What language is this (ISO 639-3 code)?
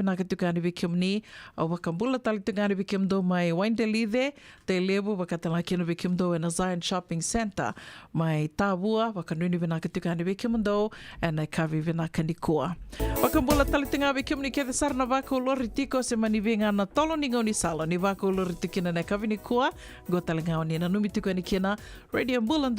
fij